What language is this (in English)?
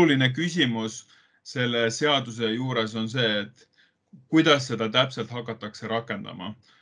Estonian